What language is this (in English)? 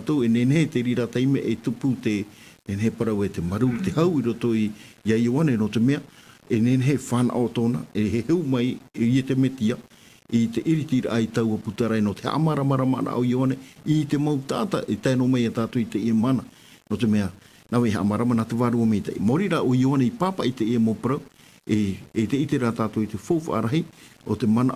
Tahitian